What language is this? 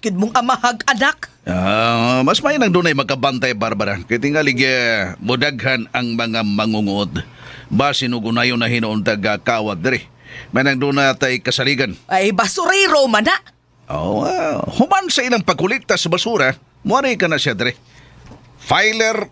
Cebuano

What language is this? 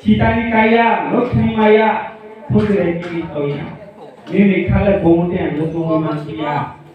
Kok Borok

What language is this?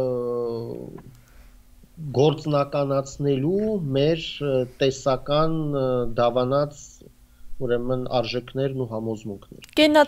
Armenian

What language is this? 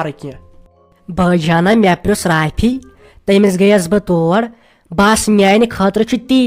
Kashmiri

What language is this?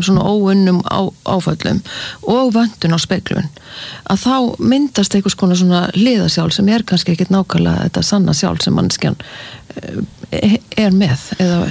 Icelandic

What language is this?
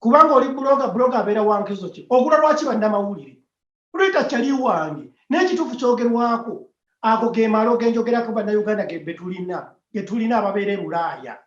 Ganda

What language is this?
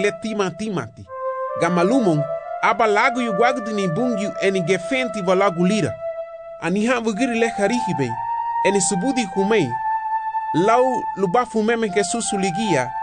Garifuna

